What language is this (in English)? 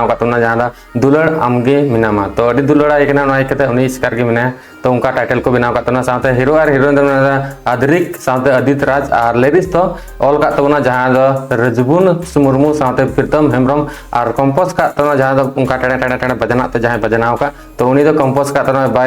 Santali